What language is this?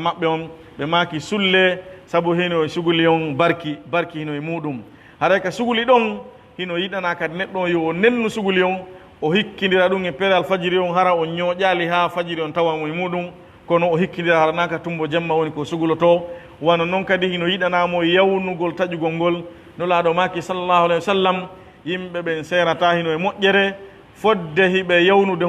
Pular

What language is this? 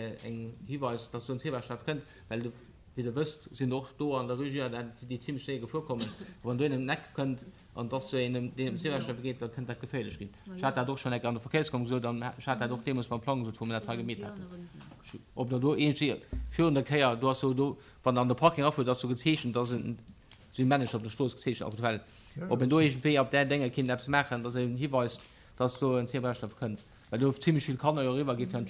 Luxembourgish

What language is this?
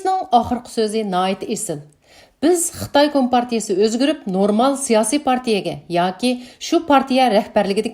Uyghur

